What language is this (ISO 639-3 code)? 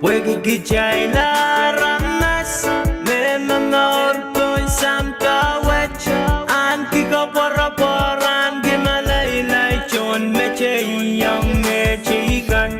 pon